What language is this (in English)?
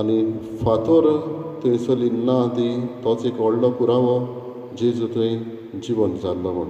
Konkani